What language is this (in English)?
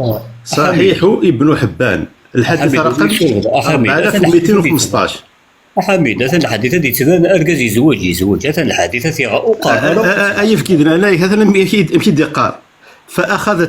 Kabyle